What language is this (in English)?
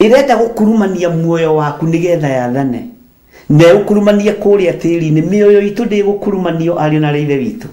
Kikuyu